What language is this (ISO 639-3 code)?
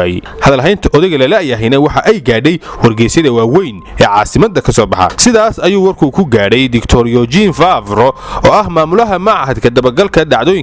som